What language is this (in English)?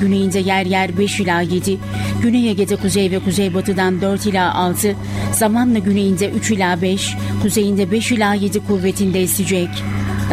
Turkish